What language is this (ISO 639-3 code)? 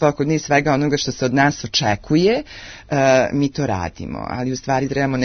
srp